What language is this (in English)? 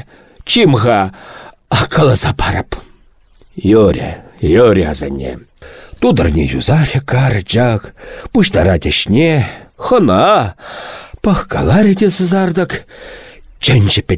Chuvash